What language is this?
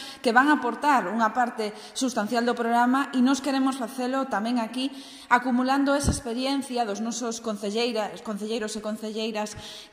Galician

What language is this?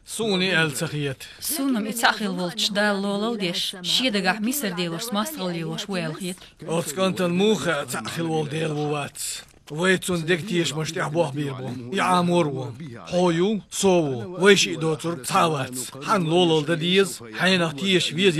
Chechen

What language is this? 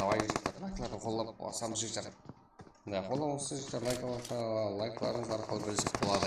Kara-Kalpak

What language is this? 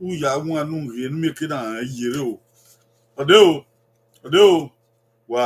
Bini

